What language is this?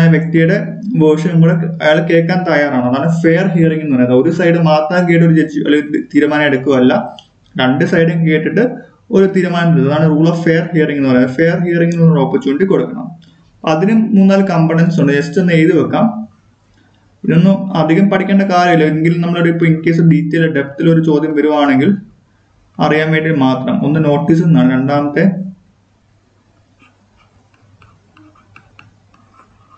Malayalam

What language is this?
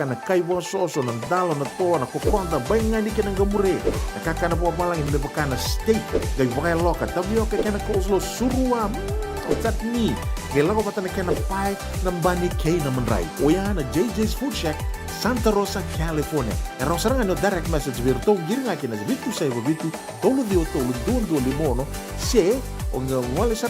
Fijian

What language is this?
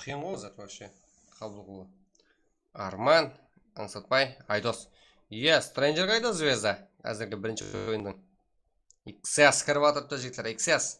Kara-Kalpak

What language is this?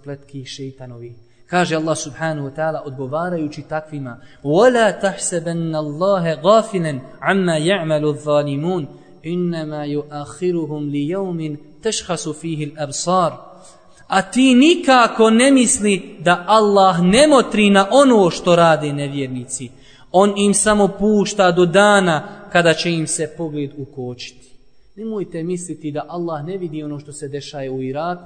Bosnian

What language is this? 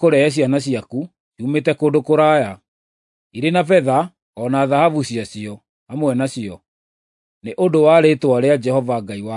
Kikuyu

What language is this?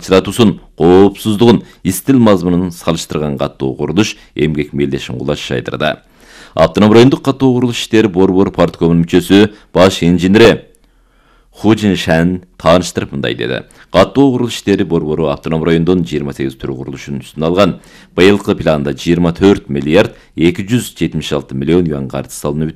Kyrgyz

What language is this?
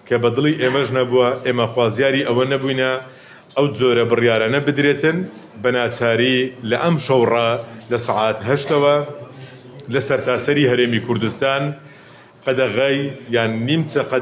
Central Kurdish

